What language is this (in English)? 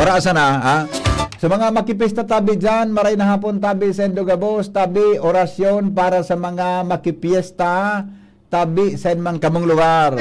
Bikol